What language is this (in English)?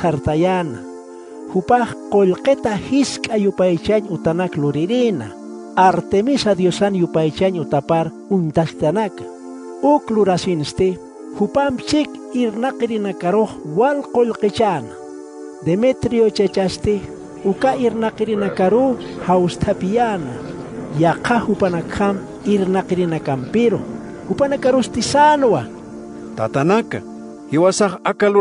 Aymara